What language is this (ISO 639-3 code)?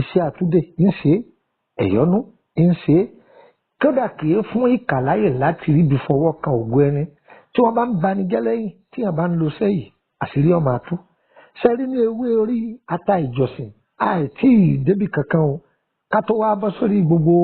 yor